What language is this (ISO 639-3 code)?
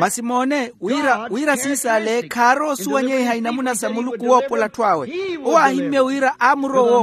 vmw